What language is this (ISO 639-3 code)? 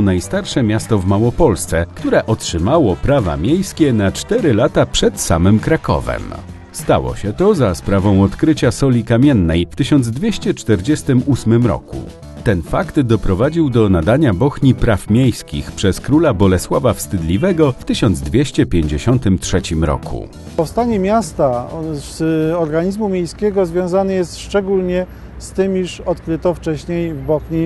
pol